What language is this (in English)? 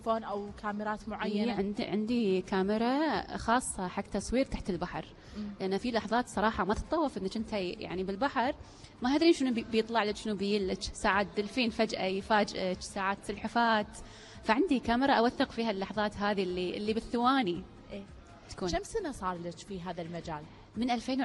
Gulf Arabic